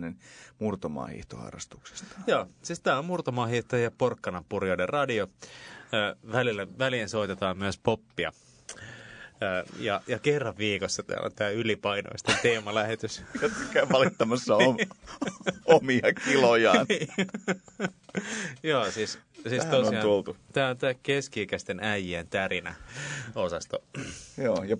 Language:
Finnish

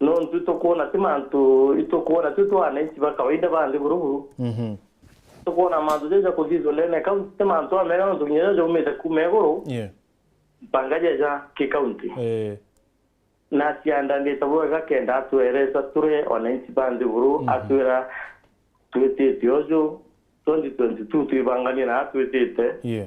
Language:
Meru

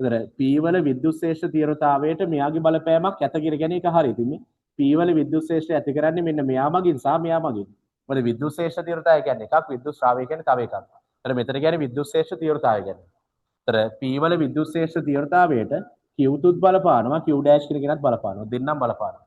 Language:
Sinhala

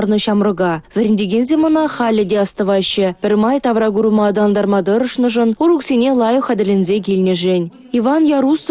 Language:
Chuvash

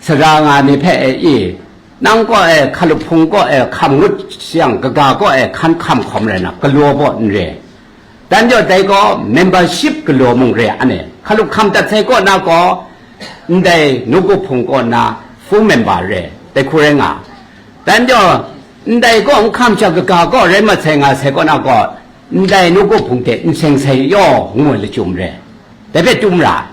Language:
Kachin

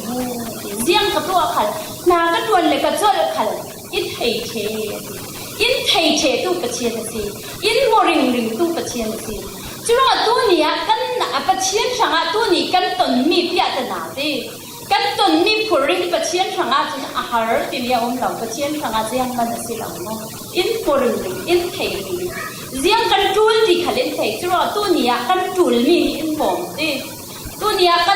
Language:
Falam Chin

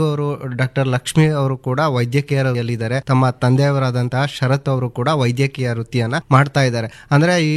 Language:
Kannada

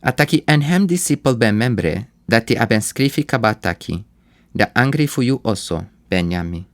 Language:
Sranan Tongo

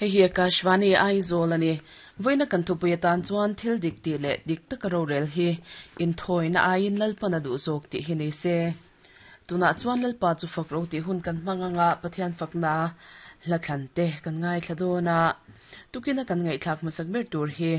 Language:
Mizo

